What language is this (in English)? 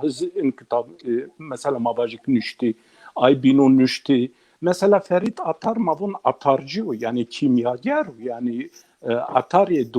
Zaza